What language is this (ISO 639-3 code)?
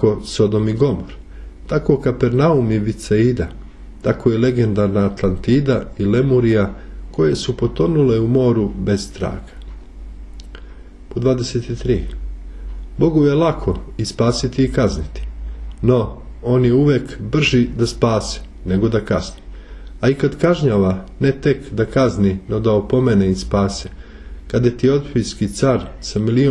srp